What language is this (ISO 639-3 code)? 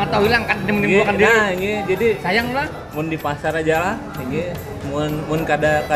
bjn